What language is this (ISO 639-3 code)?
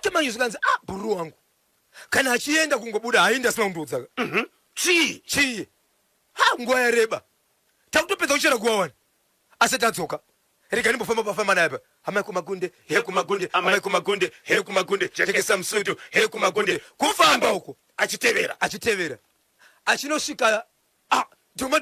sna